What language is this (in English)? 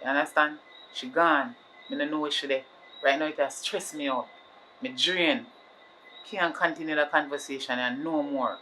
Jamaican Creole English